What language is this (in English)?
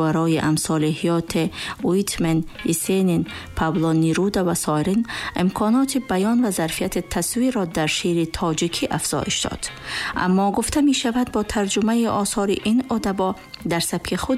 Tajik